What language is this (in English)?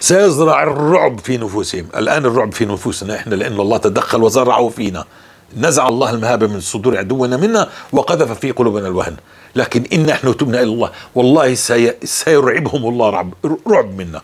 North Levantine Arabic